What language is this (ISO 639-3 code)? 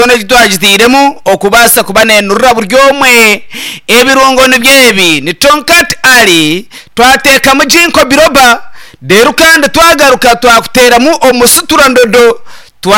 nyn